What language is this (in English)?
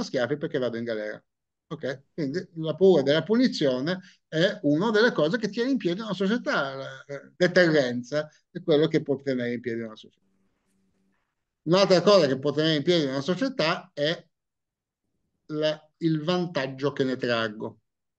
Italian